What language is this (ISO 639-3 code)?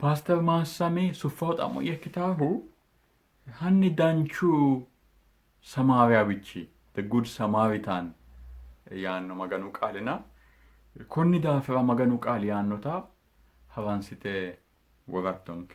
sid